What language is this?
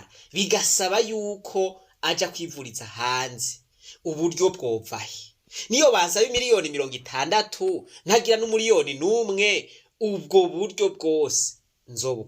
Rundi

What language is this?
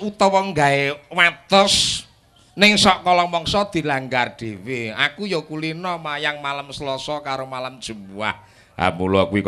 Javanese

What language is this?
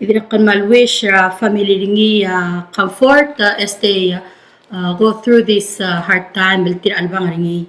Palauan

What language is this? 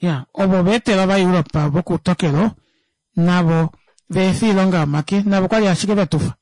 Kuanyama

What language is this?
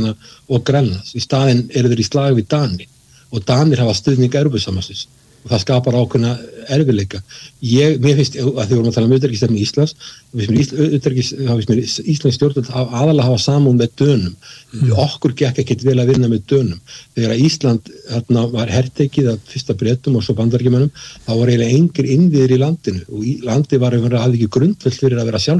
Icelandic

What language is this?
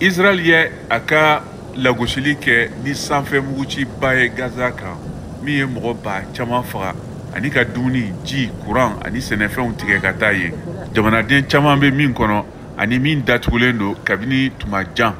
Bambara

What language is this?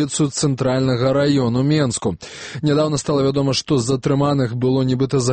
Belarusian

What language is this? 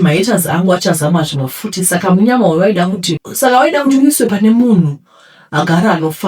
Shona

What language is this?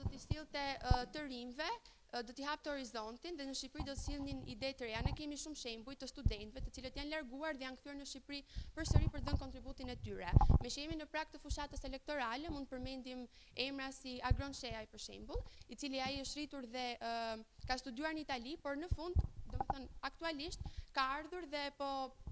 Albanian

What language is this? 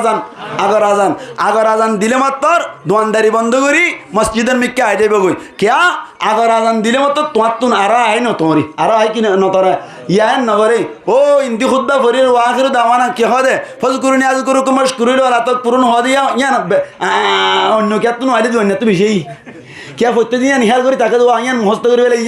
Rohingya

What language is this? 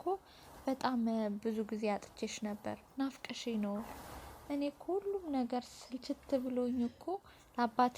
Amharic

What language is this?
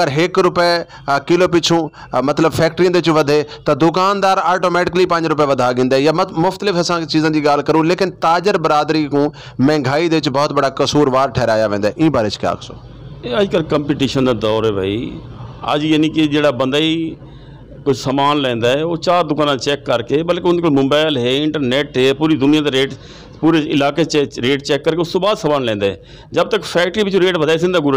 Saraiki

